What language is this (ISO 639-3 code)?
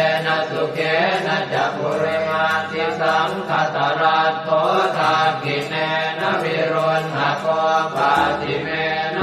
pli